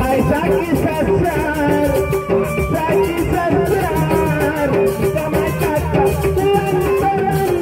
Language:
Sasak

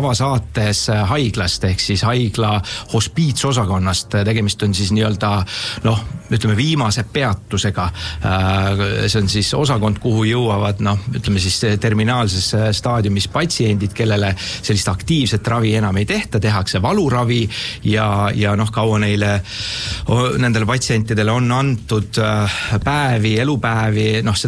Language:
Estonian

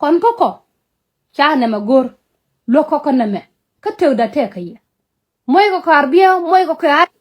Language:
Nuer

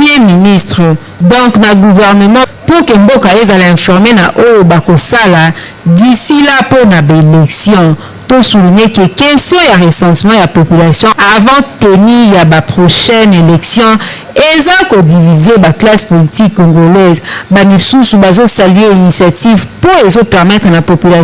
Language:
Lingala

